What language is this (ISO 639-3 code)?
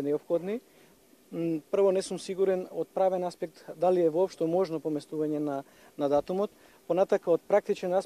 mkd